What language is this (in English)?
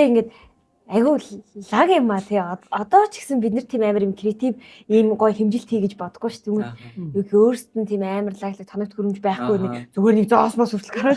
Mongolian